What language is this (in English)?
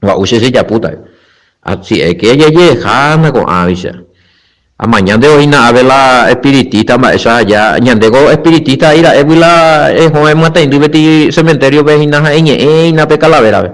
Guarani